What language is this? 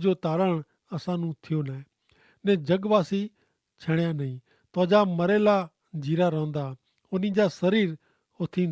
Kachhi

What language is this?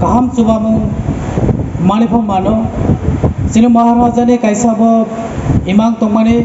Kok Borok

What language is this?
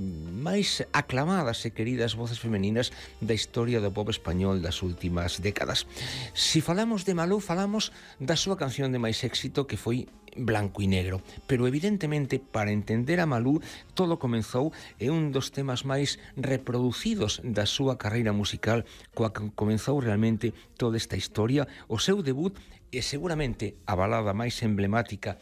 Galician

